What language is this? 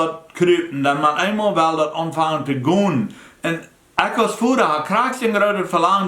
Plautdietsch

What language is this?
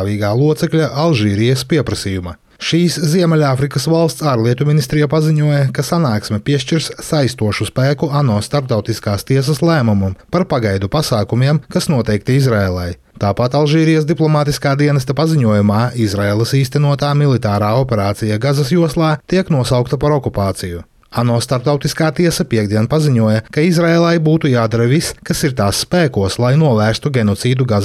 Latvian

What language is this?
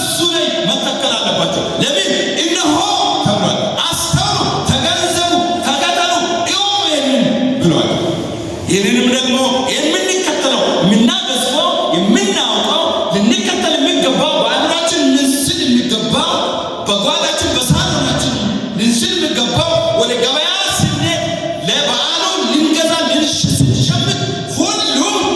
Amharic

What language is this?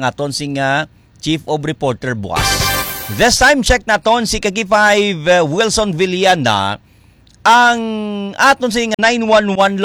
Hiligaynon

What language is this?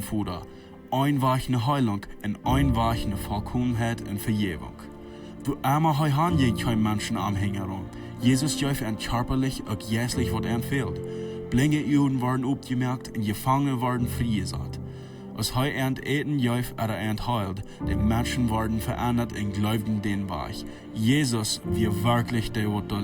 Plautdietsch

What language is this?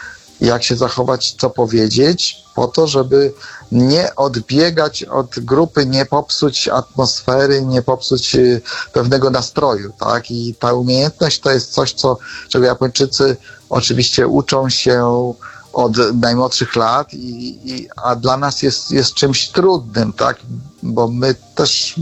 Polish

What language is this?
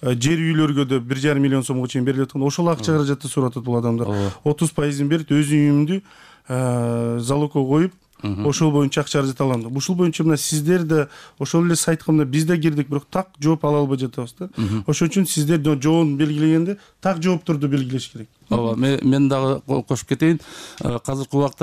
Kyrgyz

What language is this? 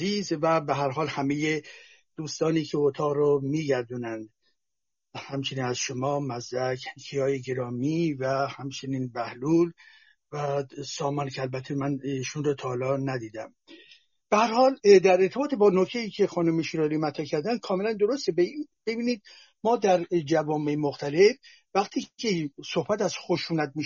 Persian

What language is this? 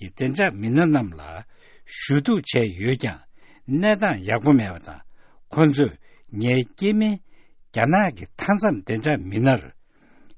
Tibetan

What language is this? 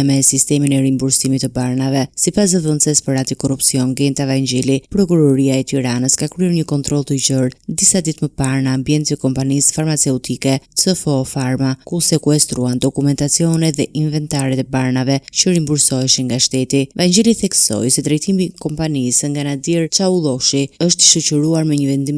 Albanian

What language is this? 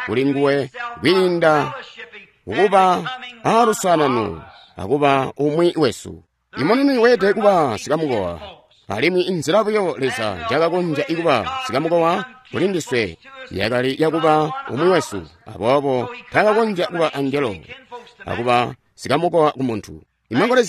Tonga (Zambia)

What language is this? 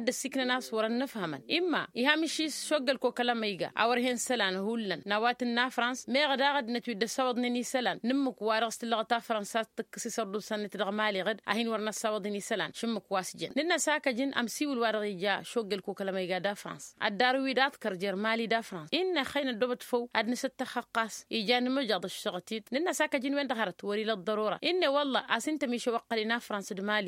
Tamasheq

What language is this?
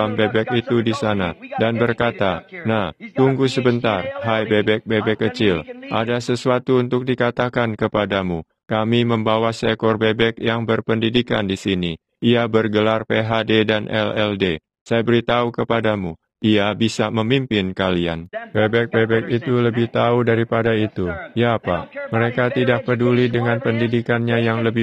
Indonesian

